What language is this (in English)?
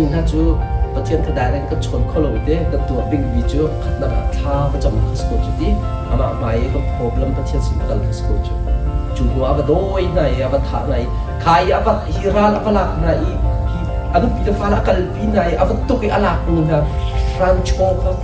Hakha Chin